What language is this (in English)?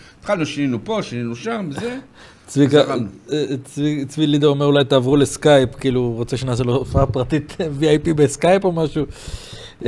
Hebrew